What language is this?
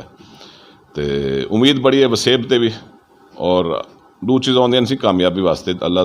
Saraiki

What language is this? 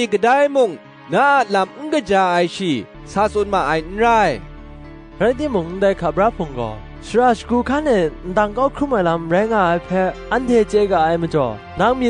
Kachin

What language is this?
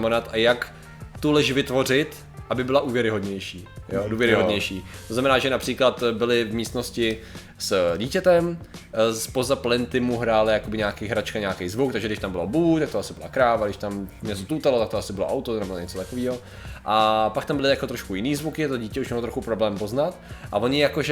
Czech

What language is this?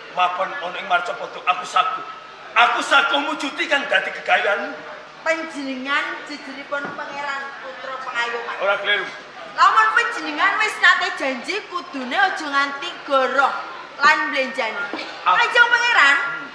Javanese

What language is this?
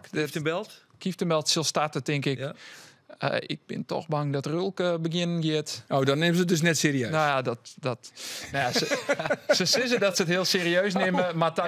Western Frisian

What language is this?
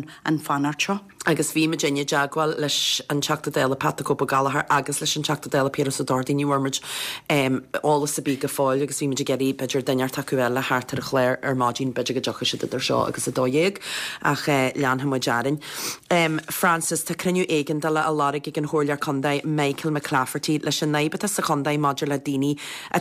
Irish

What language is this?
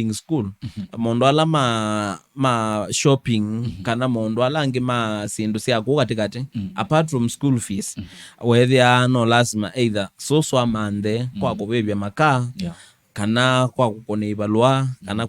Kamba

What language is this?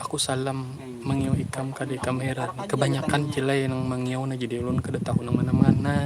Banjar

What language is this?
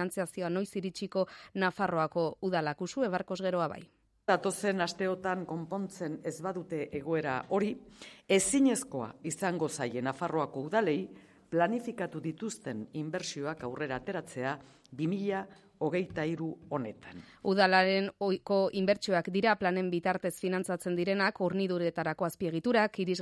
Basque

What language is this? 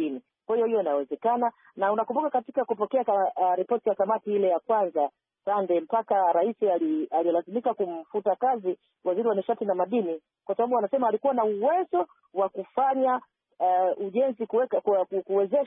Swahili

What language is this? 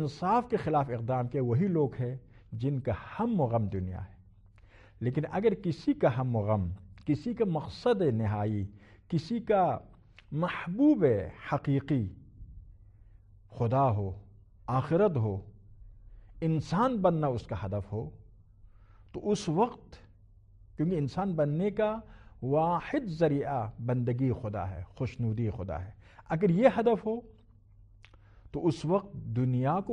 Urdu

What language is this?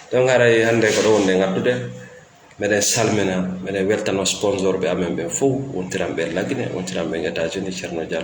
Fula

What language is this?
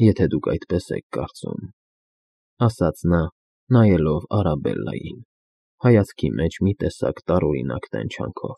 Armenian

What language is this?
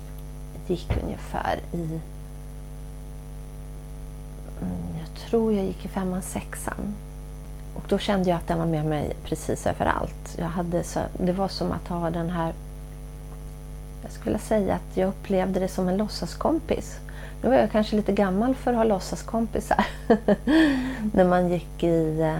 Swedish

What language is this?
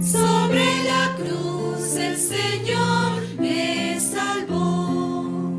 Aymara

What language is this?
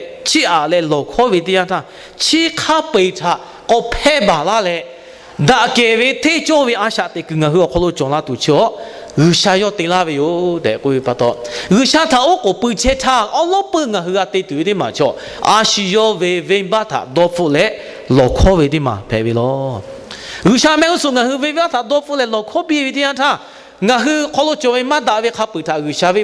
Lahu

